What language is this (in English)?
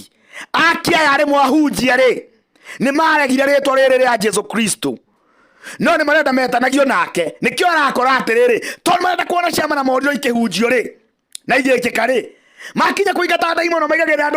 Kikuyu